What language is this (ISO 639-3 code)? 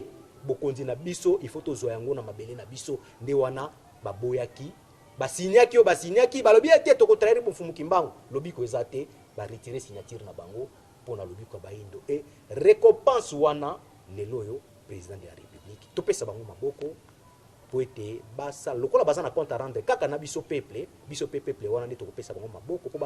lin